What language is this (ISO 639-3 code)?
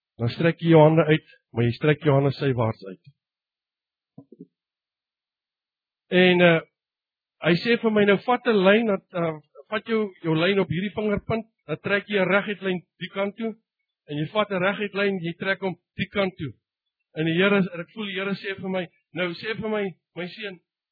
afr